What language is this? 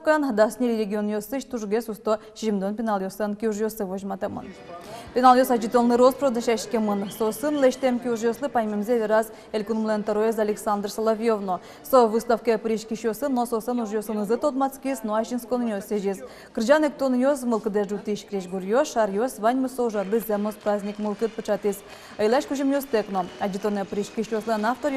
Udmurt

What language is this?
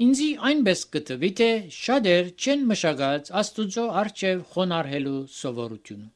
Armenian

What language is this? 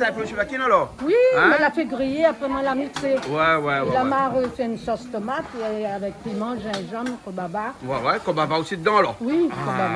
Réunion Creole French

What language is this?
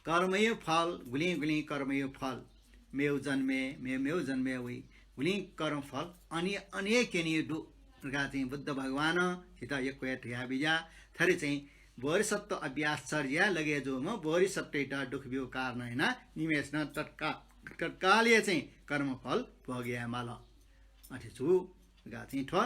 Newari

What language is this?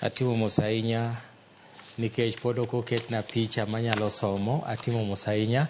Luo (Kenya and Tanzania)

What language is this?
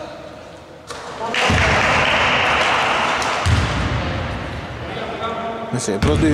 Greek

